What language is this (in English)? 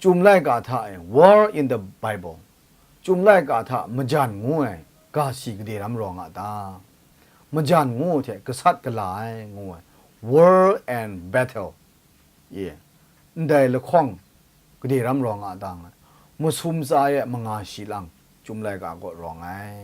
Kachin